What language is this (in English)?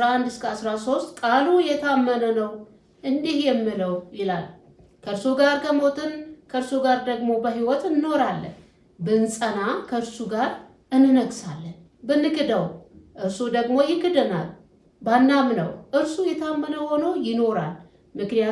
Amharic